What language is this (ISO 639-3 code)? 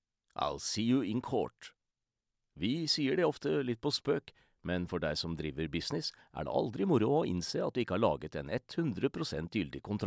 nor